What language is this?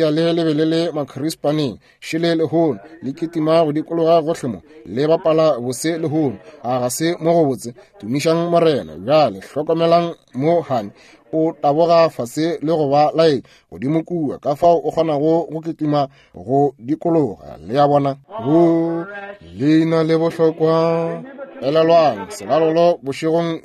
Northern Sotho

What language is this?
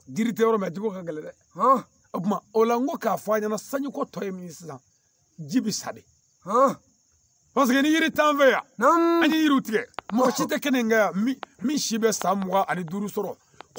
Bambara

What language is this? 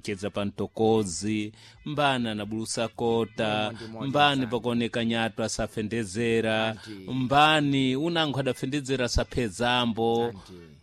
Sena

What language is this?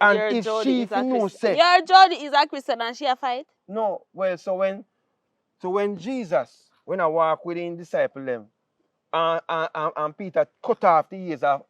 Jamaican Creole English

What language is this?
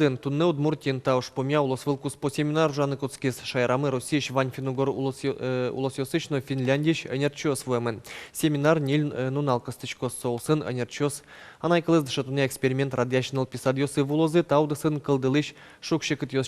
Udmurt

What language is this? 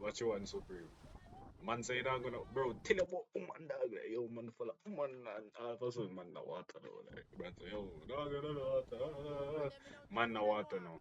Jamaican Creole English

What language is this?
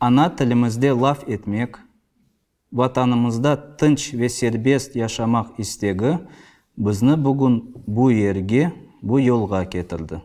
Crimean Tatar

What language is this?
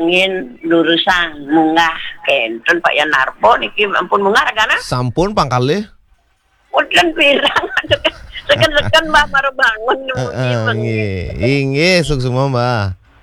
Balinese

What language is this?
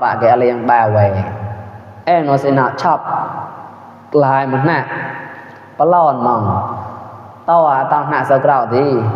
Mon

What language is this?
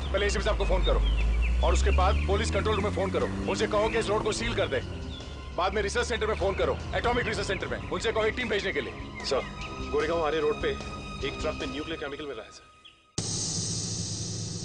Hindi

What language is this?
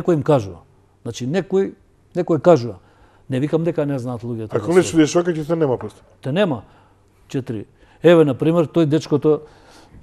Macedonian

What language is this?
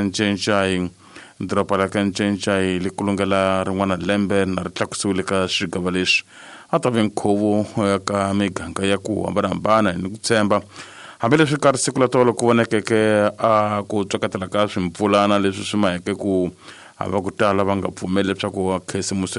Tsonga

